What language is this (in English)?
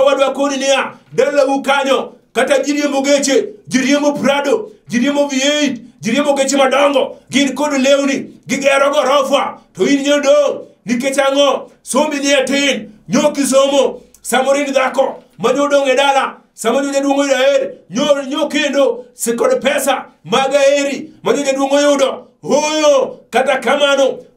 Luo (Kenya and Tanzania)